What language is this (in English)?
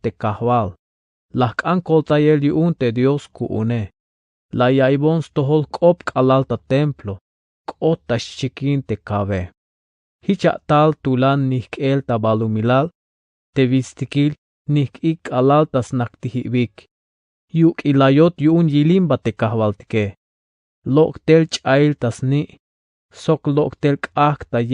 Tzeltal